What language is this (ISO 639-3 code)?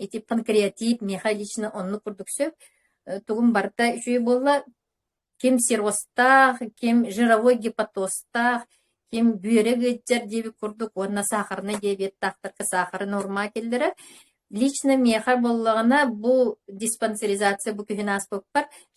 sah